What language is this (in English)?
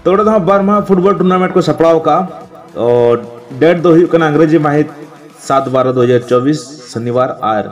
Santali